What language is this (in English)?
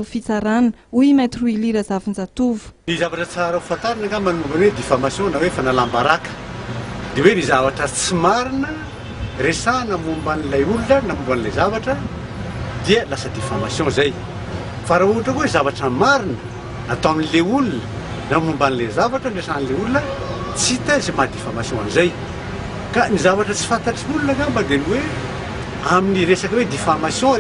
Malagasy